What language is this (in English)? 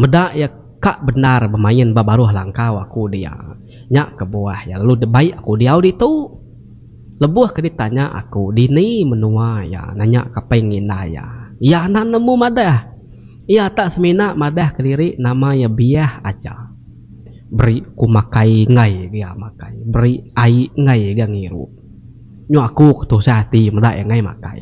Iban